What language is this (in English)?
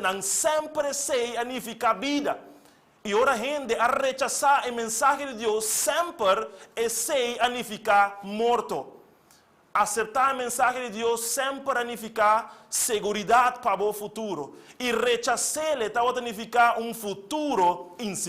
Papiamento